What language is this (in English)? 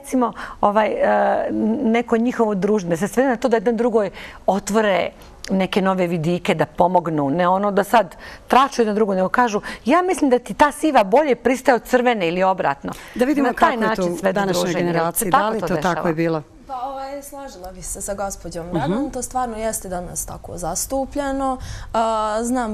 Bosnian